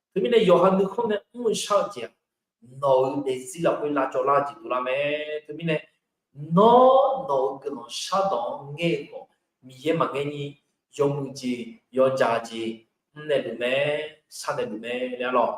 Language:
Akha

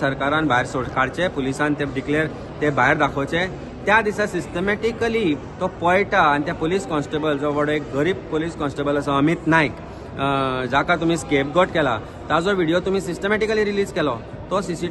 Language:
Konkani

